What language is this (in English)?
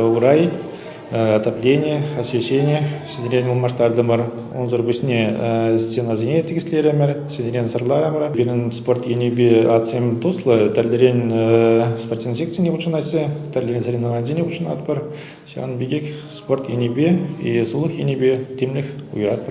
Chuvash